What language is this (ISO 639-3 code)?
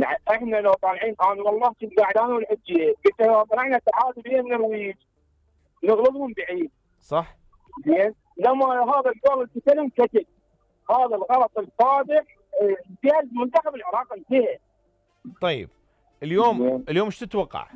acm